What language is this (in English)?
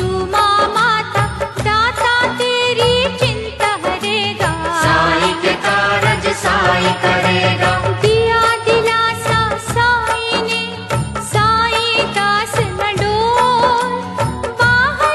Hindi